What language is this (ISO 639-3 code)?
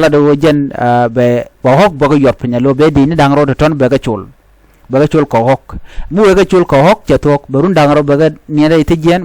nus